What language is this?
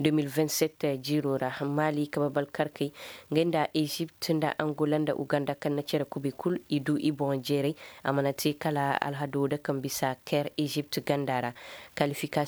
Zarma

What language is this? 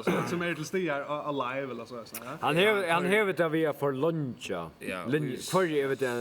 Faroese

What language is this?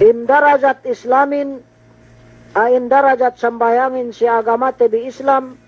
Yakan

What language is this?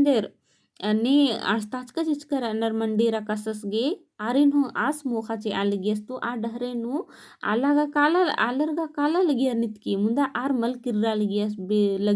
Kurukh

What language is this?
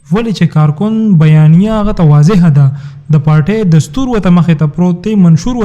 Pashto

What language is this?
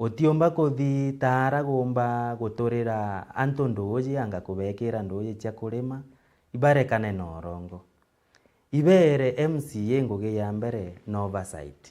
Meru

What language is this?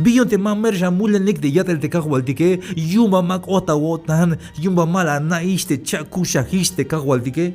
Tzeltal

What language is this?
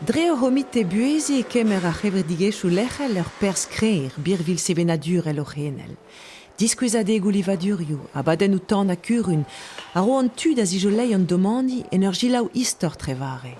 Breton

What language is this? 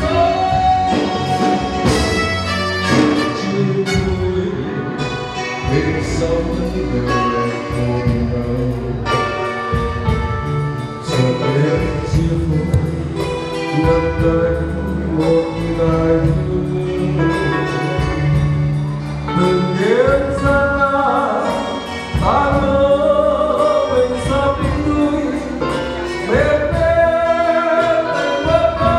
Vietnamese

